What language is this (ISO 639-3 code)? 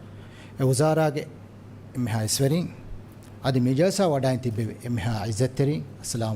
div